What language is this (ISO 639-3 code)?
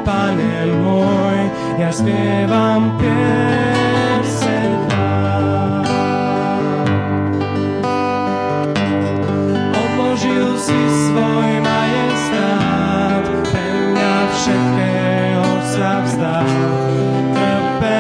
slk